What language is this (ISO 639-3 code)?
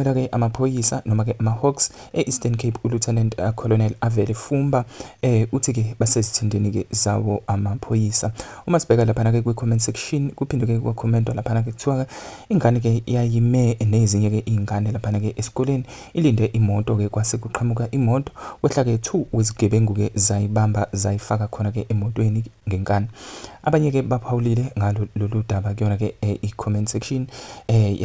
zul